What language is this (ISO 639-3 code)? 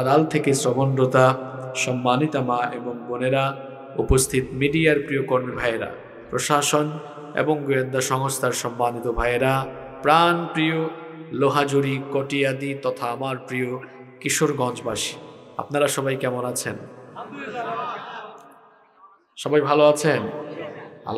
ben